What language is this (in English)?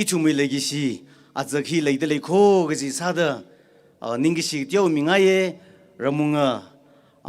Tangkhul Naga (India)